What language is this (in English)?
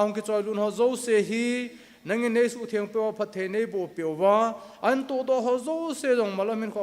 Thado Chin